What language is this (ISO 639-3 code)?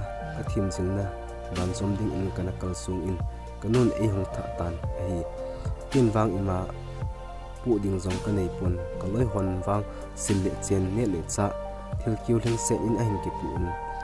tcz